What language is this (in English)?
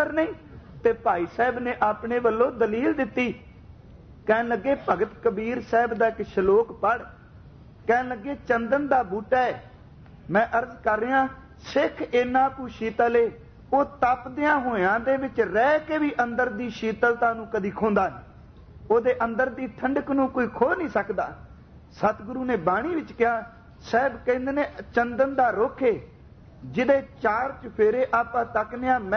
Punjabi